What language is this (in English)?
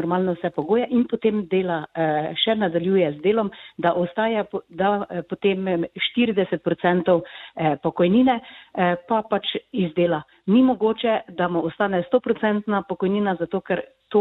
Slovenian